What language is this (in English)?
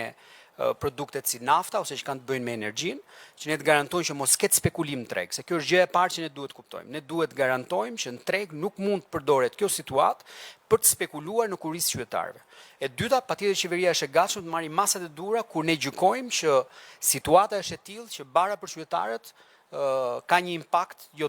Albanian